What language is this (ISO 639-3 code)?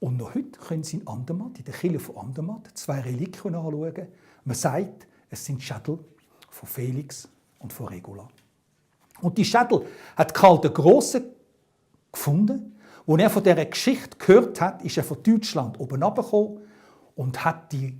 gsw